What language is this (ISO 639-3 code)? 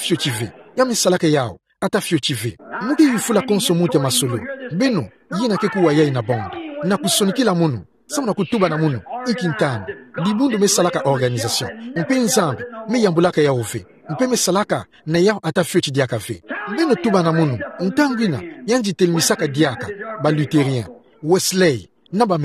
ktu